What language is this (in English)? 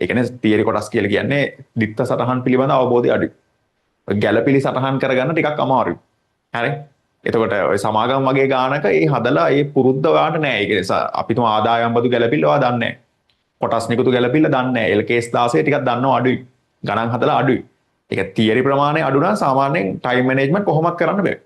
Sinhala